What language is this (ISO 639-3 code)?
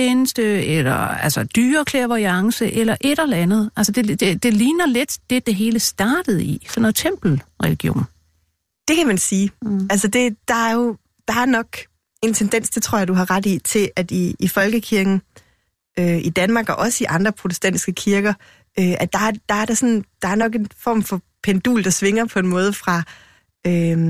dan